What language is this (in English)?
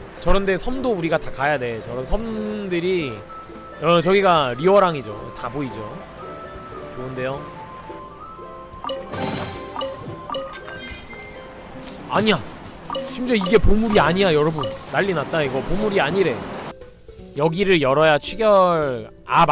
Korean